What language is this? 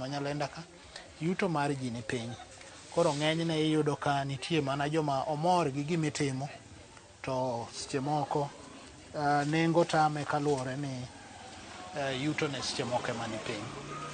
Luo (Kenya and Tanzania)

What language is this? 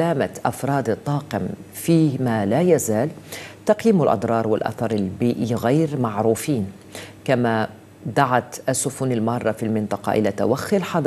Arabic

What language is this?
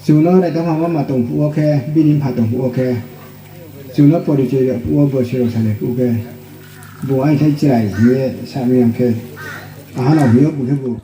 Riang (India)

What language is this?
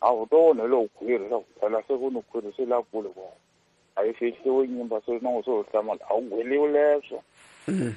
Tsonga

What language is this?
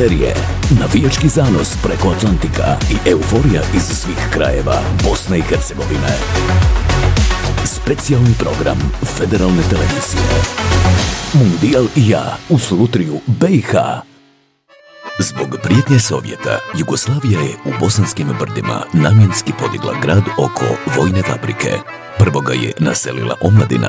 Bosnian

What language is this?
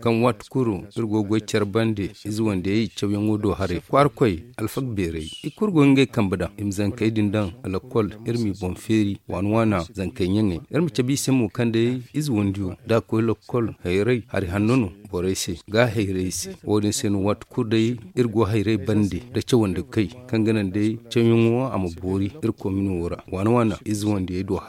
Zarma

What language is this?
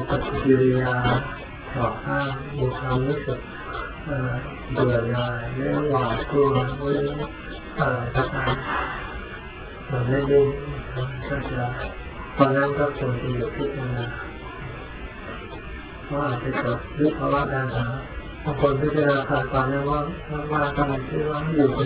Thai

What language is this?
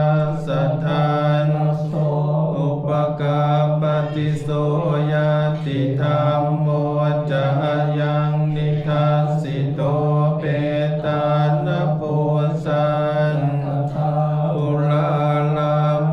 Pali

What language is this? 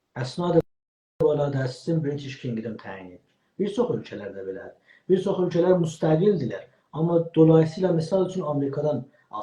South Azerbaijani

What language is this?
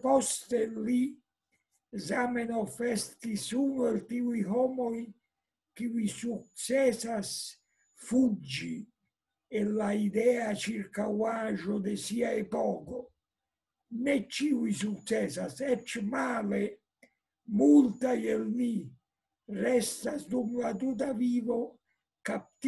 Esperanto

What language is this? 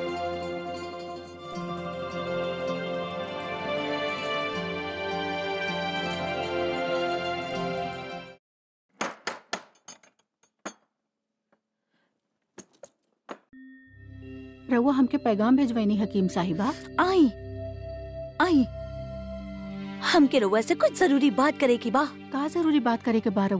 Bhojpuri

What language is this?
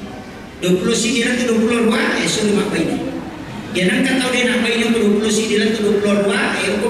Buginese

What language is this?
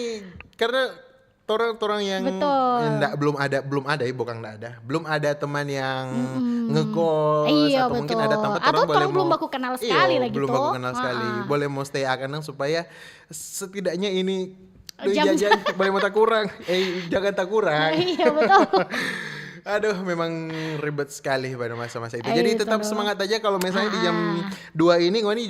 Manado Malay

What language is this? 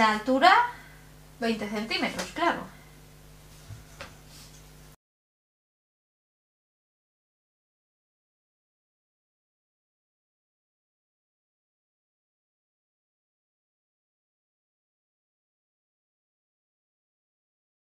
Spanish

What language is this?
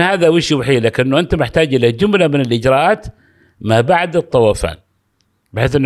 Gulf Arabic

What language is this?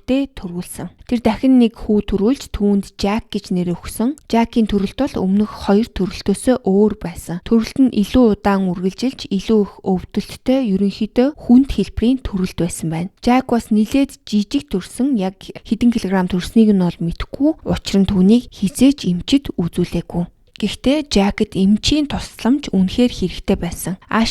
Mongolian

